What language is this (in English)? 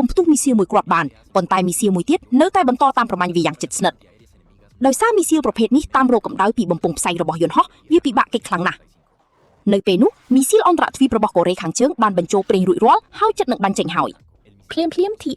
Khmer